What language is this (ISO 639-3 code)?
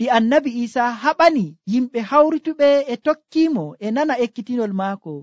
fuv